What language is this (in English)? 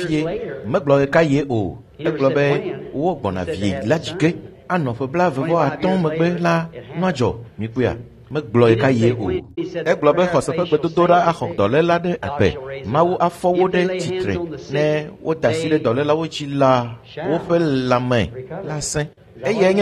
Ewe